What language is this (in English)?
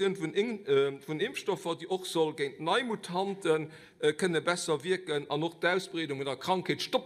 Luxembourgish